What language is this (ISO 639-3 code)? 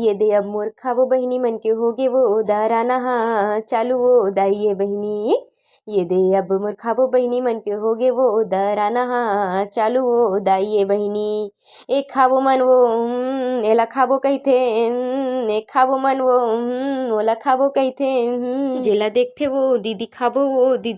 hne